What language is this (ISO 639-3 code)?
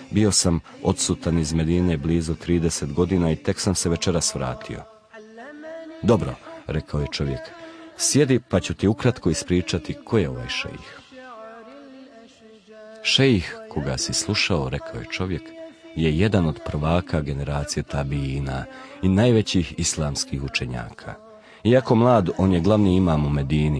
bos